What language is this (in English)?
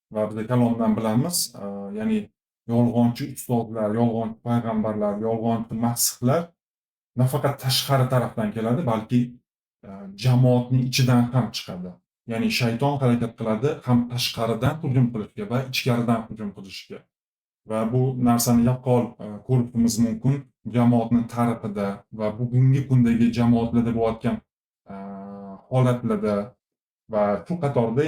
Uzbek